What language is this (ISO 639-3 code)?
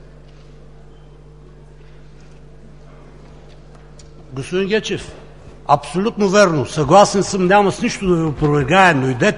bul